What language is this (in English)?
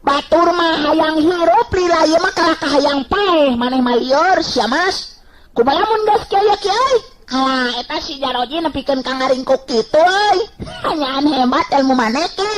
Sundanese